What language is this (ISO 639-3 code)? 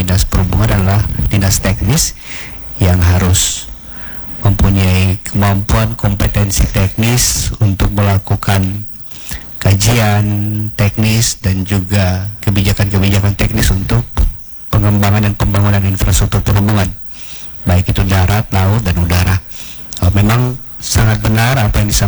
ind